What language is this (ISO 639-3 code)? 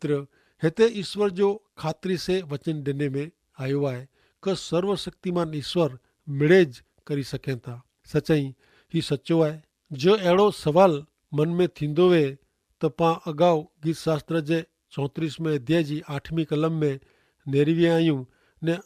kfr